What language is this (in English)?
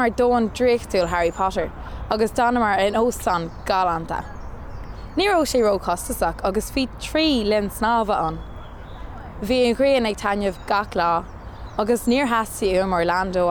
Irish